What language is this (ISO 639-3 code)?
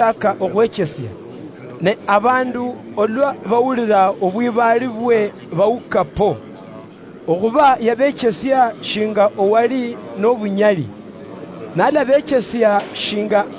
luy